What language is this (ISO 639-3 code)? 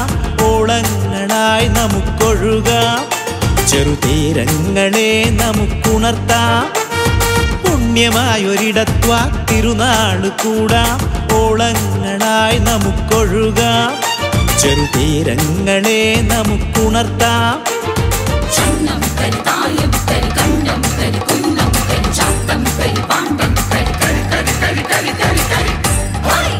mal